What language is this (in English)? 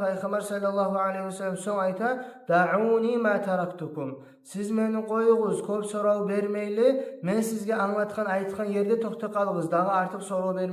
Kumyk